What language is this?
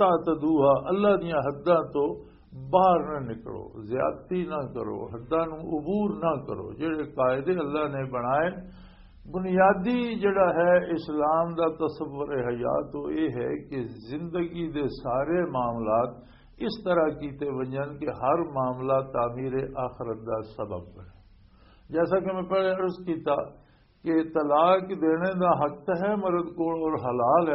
Western Panjabi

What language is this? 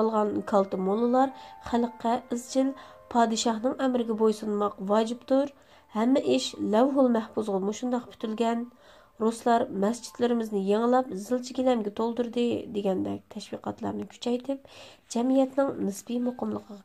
Uyghur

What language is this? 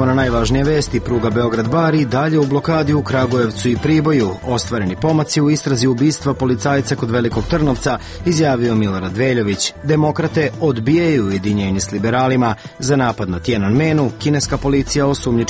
Serbian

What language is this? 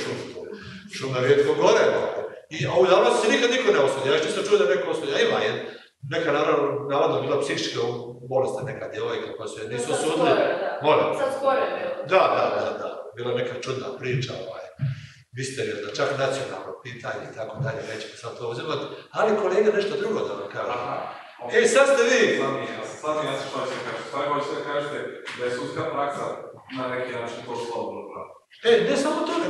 Croatian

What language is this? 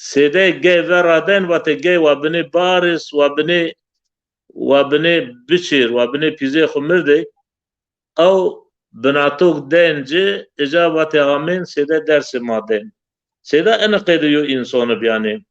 Zaza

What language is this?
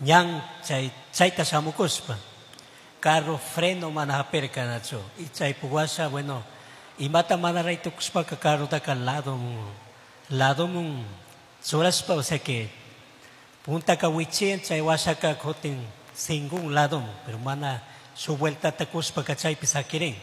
Chimborazo Highland Quichua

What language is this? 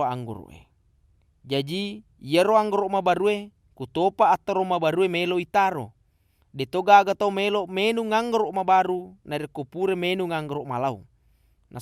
Buginese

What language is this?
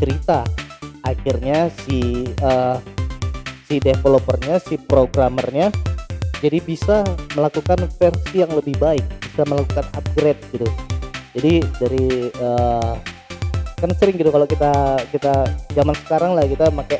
Indonesian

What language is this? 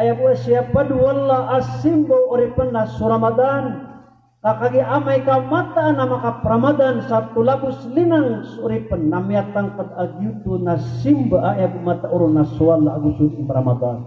Maranao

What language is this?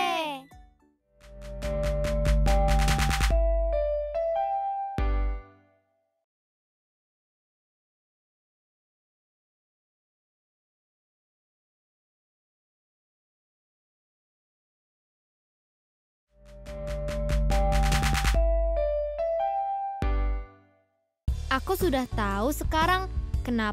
Indonesian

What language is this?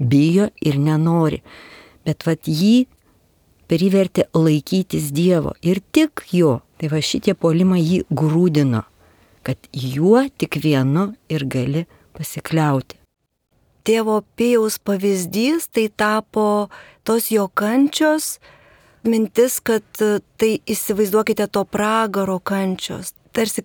Lithuanian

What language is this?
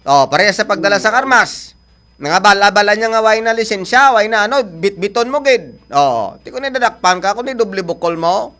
Hiligaynon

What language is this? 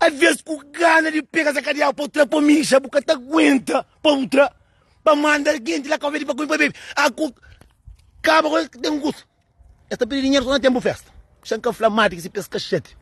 Kabuverdianu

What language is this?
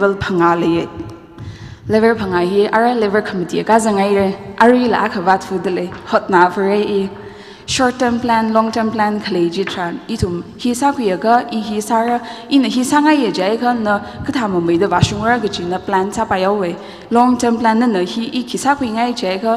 Tangkhul Naga (India)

